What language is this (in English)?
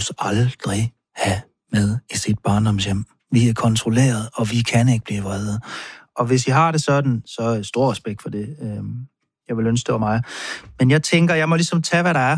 Danish